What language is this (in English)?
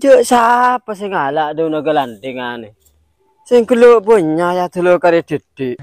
Madurese